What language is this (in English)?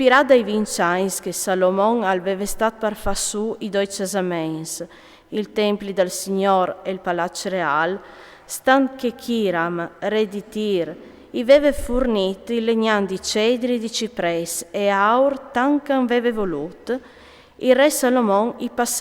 Friulian